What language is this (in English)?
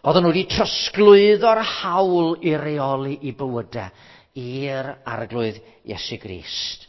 Welsh